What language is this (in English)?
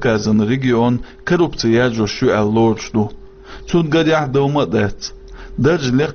Chechen